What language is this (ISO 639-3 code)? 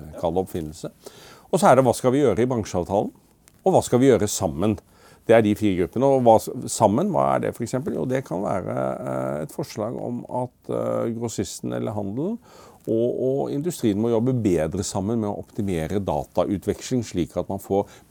nor